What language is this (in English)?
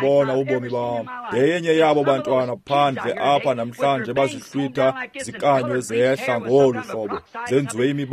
Xhosa